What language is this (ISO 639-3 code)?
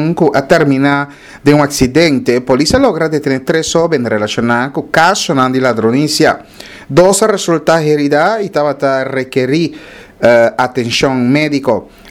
pap